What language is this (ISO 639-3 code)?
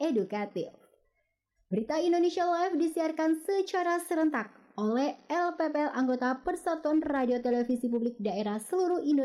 ind